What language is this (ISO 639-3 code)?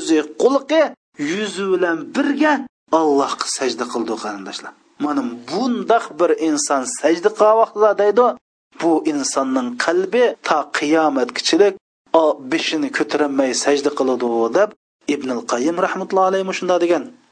uig